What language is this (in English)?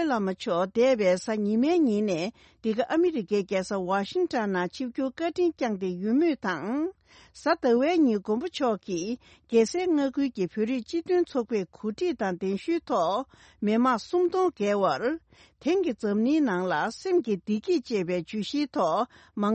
Tibetan